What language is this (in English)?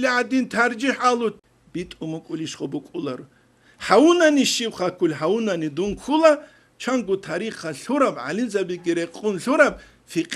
Avaric